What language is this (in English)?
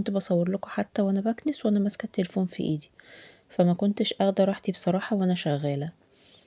Egyptian Arabic